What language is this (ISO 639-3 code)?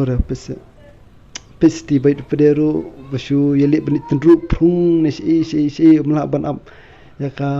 kha